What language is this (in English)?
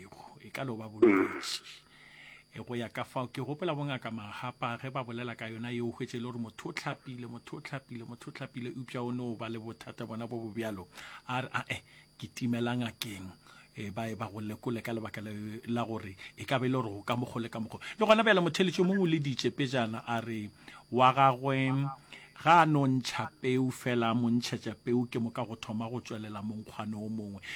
Northern Sotho